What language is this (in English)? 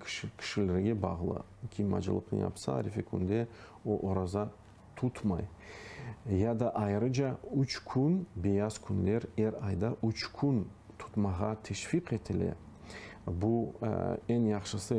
Crimean Tatar